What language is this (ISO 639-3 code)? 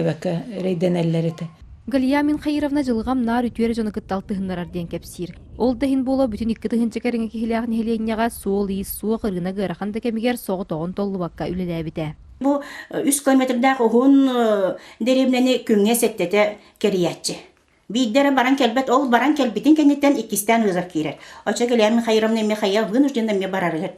sah